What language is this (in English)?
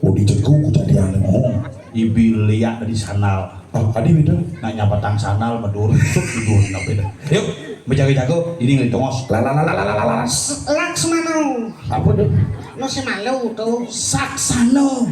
Balinese